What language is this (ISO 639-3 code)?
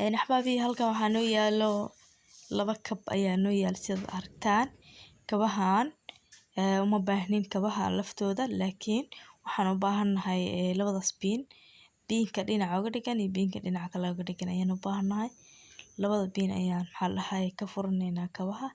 som